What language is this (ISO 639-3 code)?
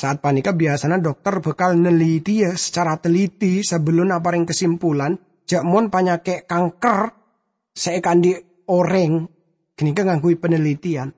mad